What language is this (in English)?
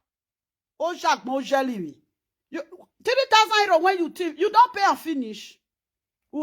Nigerian Pidgin